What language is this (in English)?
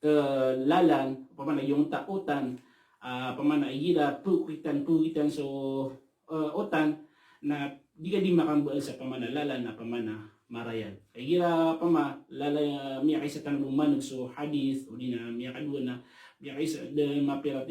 Maranao